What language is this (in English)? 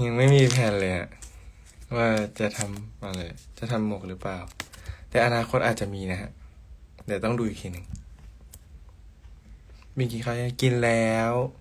Thai